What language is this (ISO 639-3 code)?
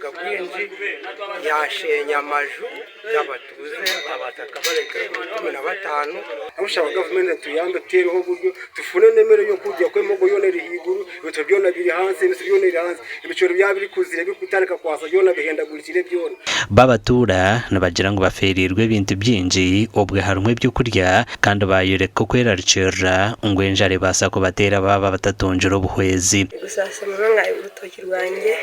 nyn